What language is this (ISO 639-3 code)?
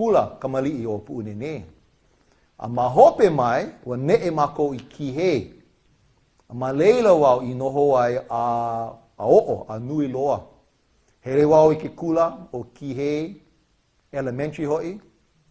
haw